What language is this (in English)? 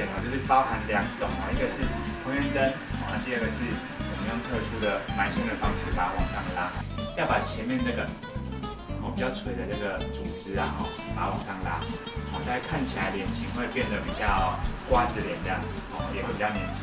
Chinese